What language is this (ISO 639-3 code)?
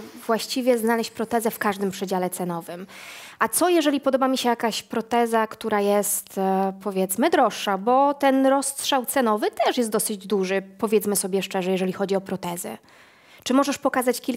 pol